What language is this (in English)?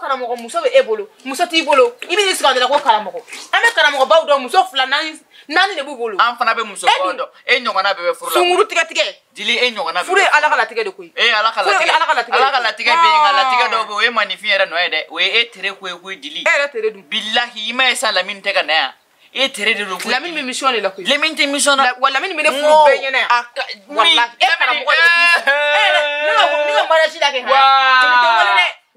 Bambara